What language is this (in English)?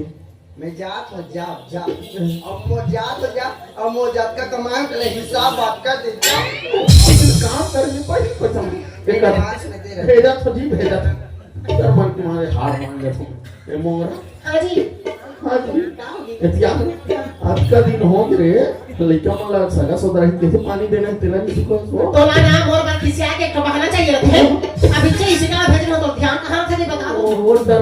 Chhattisgarhi